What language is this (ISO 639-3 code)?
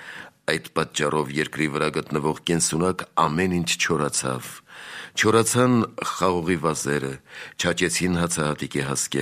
hye